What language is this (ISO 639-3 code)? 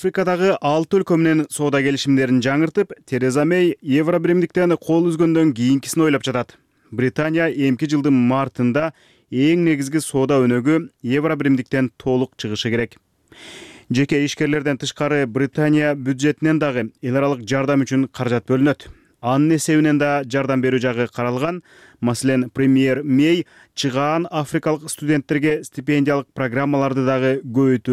kir